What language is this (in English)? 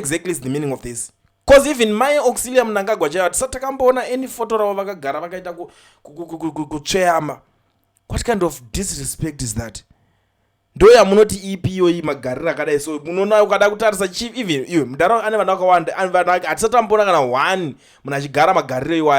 Shona